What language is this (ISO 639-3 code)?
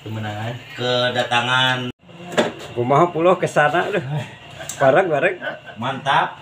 sun